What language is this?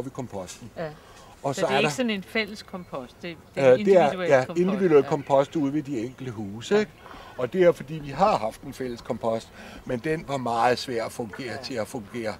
Danish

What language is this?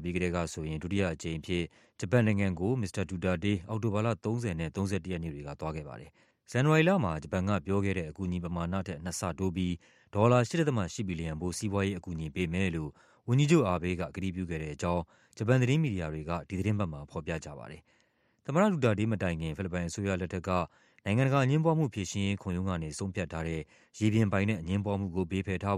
Burmese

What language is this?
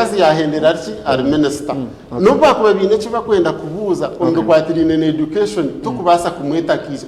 Nyankole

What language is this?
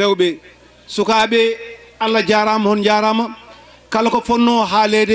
Fula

